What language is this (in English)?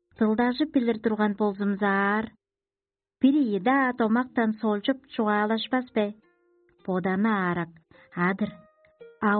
Tuvinian